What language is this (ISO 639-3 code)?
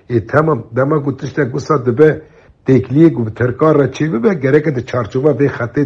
kur